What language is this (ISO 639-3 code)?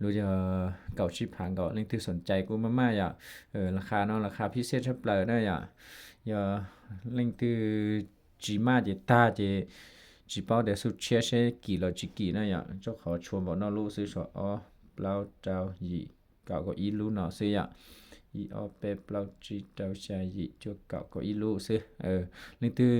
hmn